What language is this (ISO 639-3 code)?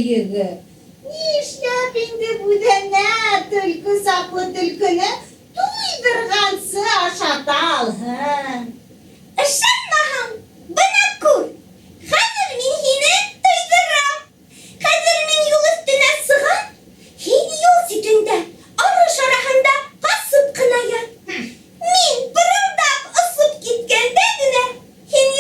bak